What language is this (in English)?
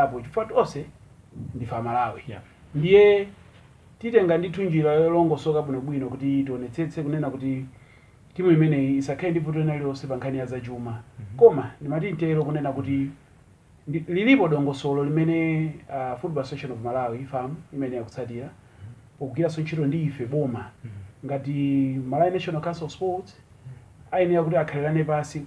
Nyanja